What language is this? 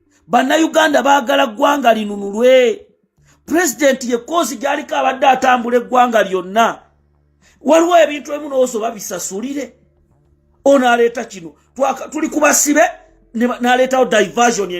Ganda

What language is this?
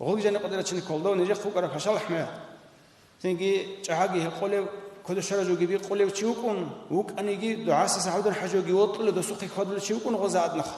Avaric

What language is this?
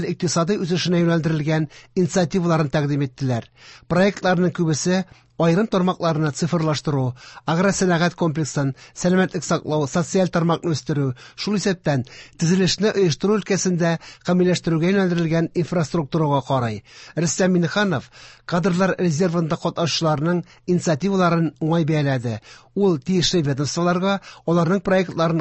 Tatar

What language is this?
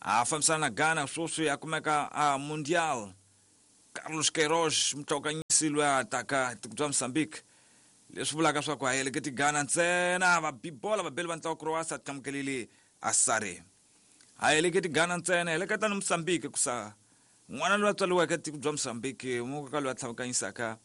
Tsonga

